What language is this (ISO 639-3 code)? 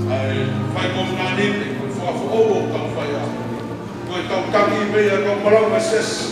ton